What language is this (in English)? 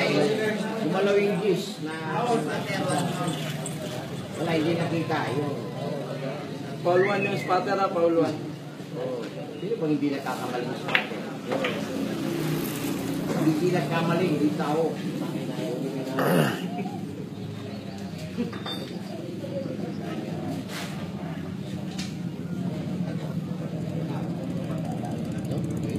Filipino